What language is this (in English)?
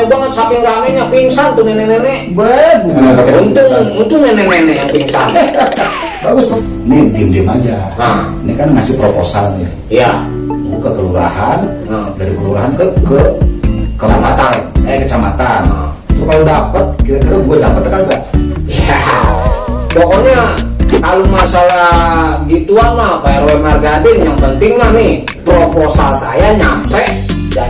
Betawi